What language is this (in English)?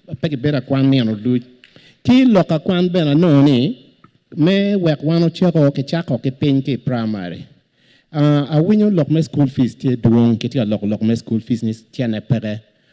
Acoli